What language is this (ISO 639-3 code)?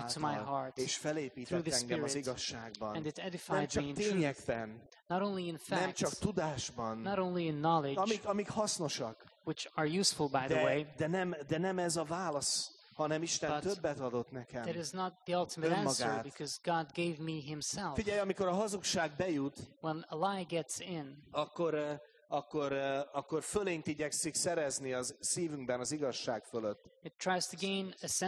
hun